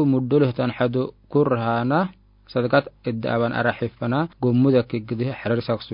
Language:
Afar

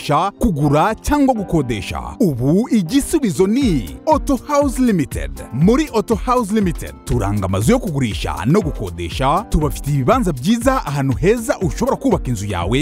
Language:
Kinyarwanda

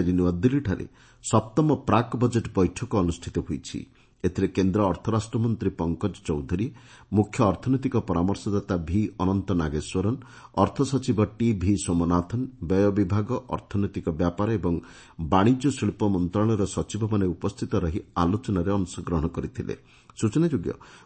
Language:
Odia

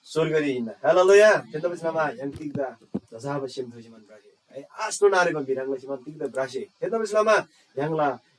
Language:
Eastern Tamang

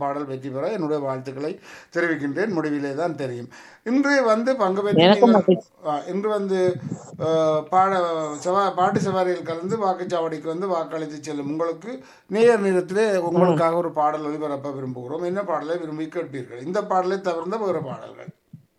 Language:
Tamil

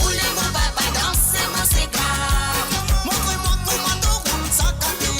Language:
Morisyen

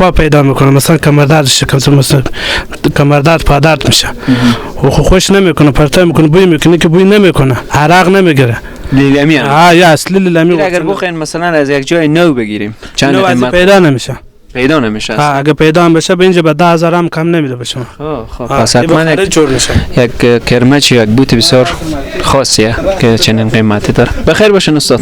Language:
Persian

